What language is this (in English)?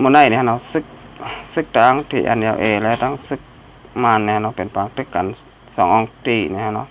Shan